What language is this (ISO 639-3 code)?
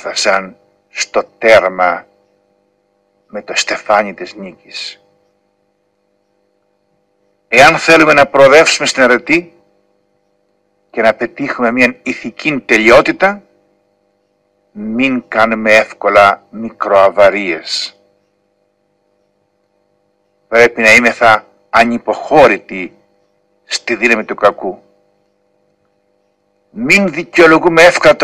ell